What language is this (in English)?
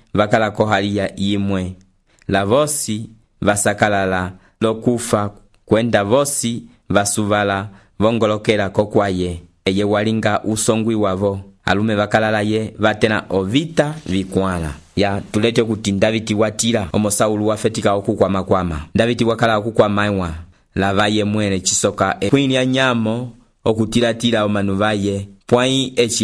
Umbundu